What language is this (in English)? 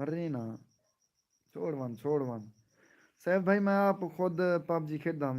Saraiki